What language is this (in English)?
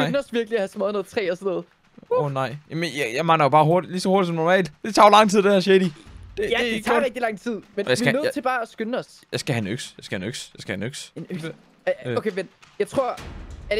Danish